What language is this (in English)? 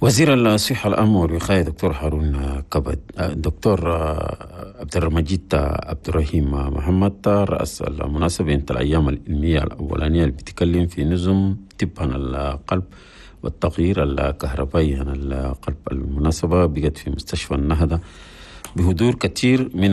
Chadian Arabic